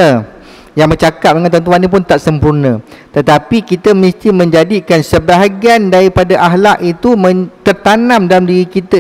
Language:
Malay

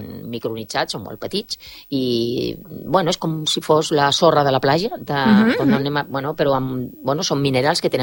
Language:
Catalan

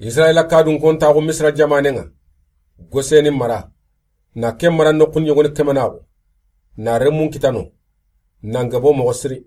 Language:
Soninke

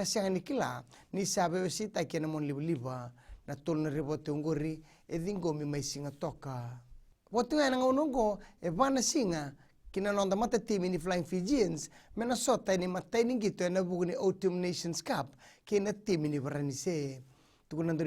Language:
Fijian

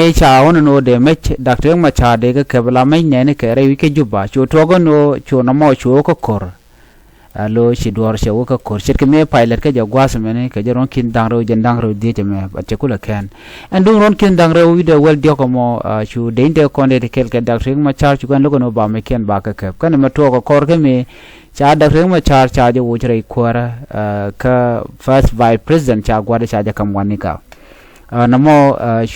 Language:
Nuer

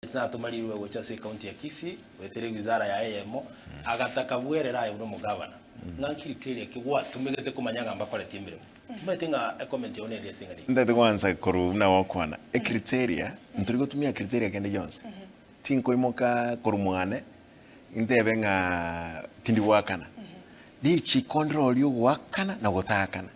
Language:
Gusii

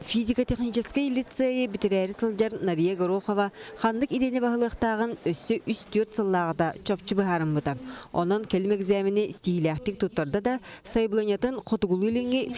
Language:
Yakut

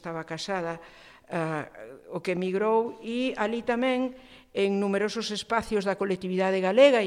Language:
Galician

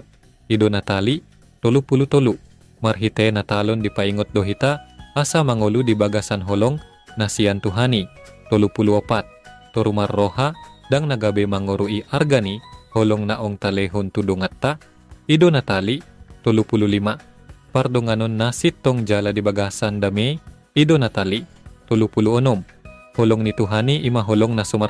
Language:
Batak Toba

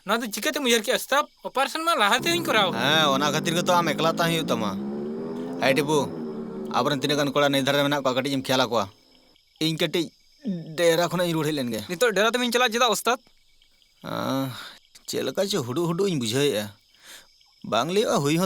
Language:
Santali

